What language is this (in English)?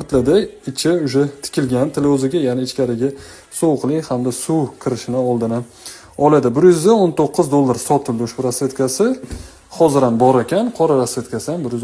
Uzbek